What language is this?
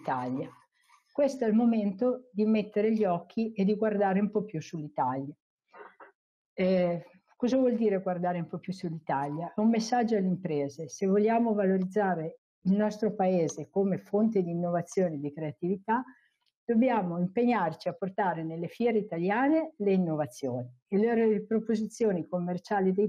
Italian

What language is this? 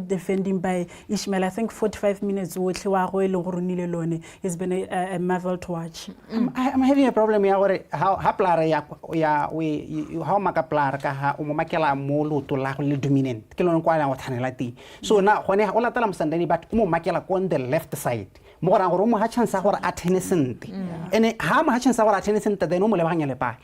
Tswana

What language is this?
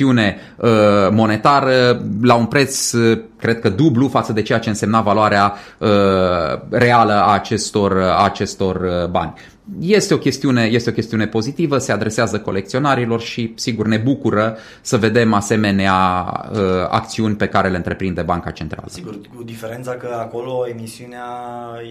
Romanian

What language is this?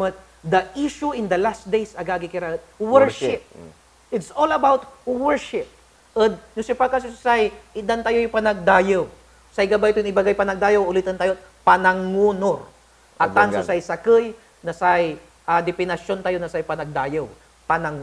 Pangasinan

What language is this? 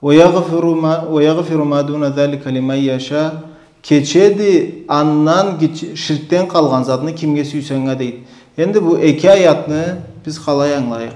Karachay-Balkar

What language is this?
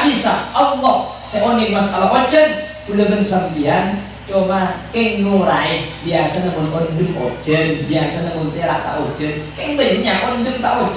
Madurese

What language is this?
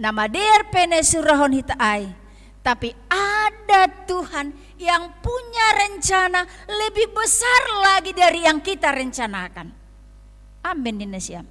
Batak Simalungun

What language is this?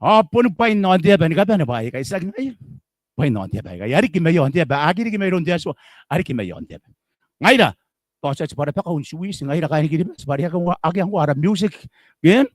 Gilbertese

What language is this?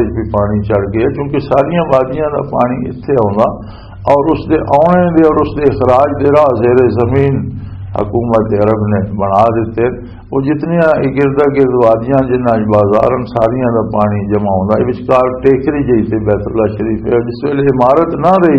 Western Panjabi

